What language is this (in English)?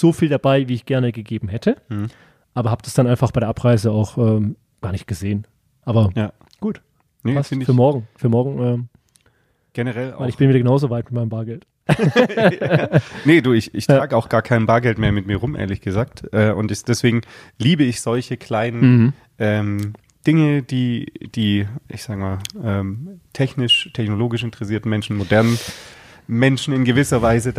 German